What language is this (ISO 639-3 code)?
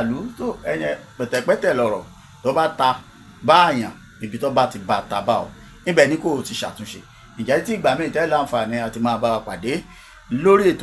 yor